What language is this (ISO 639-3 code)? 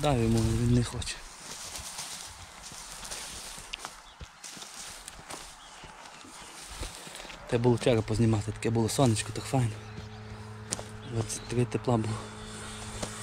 ukr